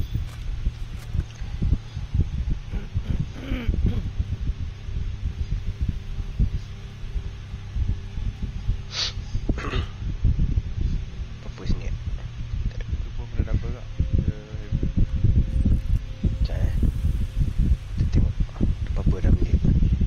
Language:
Malay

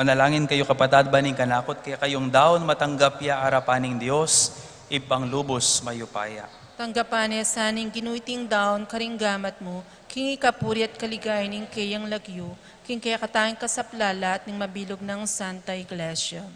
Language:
Pampanga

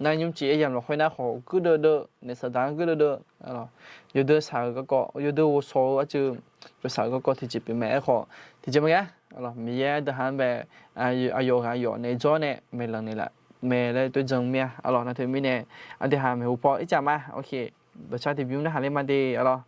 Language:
Akha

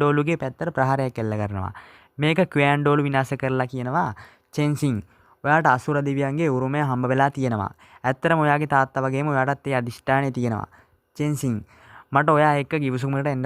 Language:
Sinhala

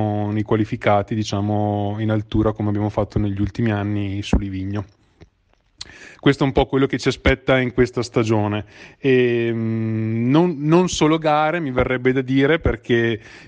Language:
Italian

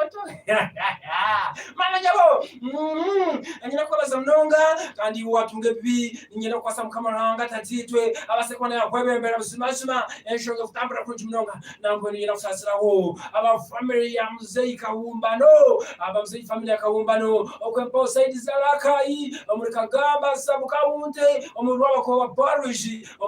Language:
Nyankole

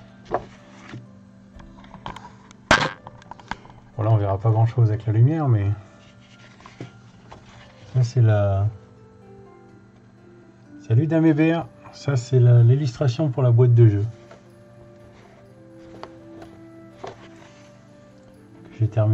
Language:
French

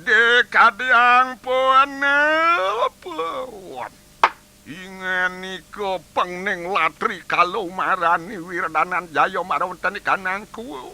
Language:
Balinese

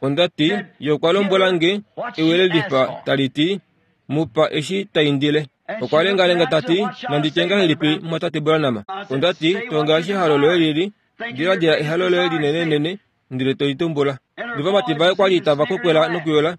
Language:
Kuanyama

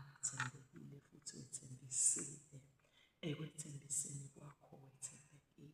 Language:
Zulu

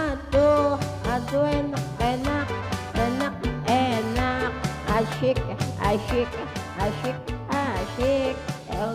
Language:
Betawi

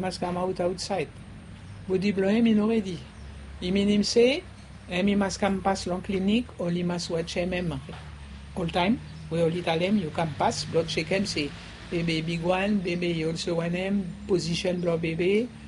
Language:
Bislama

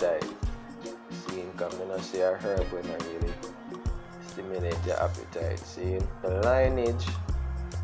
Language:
Jamaican Creole English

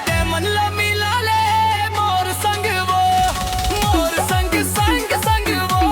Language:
Chhattisgarhi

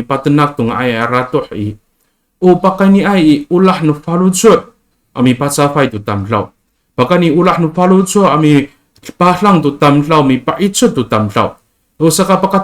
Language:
Amis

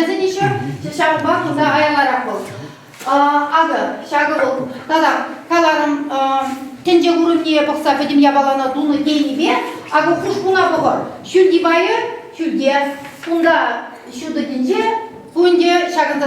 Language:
Chuvash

